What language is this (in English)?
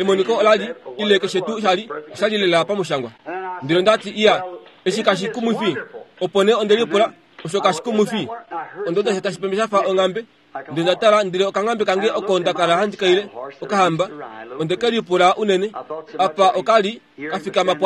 Kuanyama